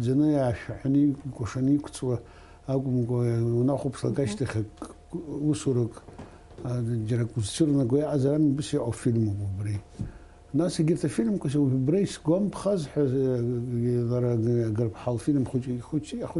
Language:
Abkhazian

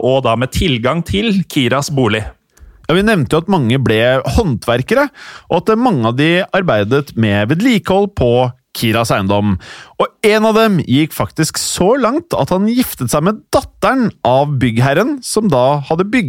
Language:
Norwegian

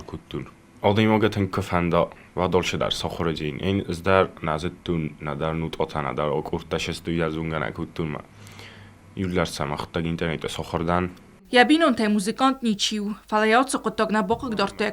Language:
Ossetic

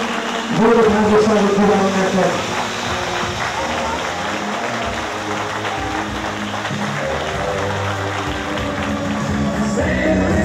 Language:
Romanian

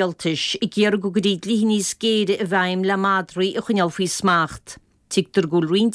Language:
Irish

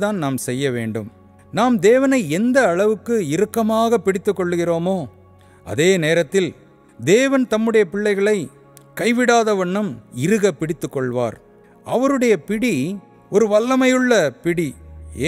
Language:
Tamil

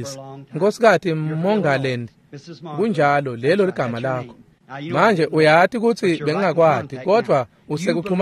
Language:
Swati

